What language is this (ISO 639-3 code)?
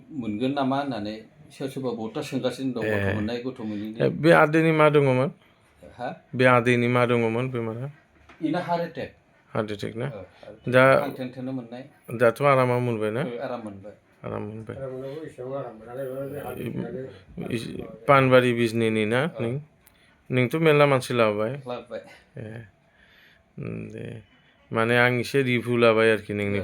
brx